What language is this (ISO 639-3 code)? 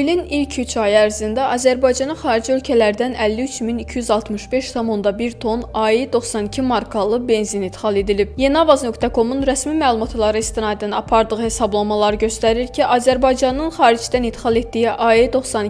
aze